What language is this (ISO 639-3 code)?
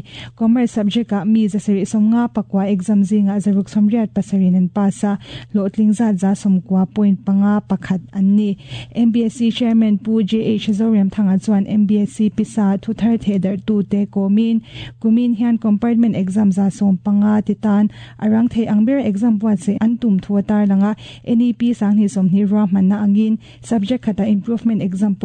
lus